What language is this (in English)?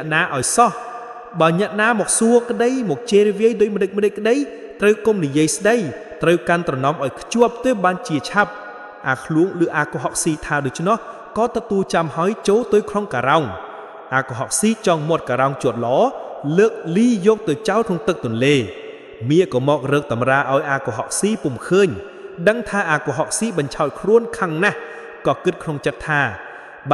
Khmer